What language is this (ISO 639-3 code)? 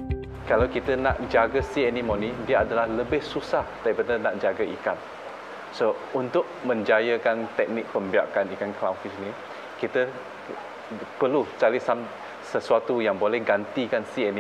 msa